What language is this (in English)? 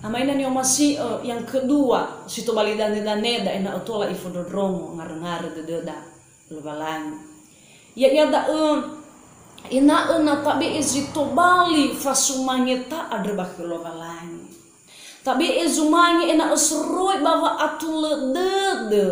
Nias